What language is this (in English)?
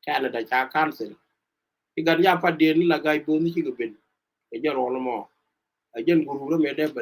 Nuer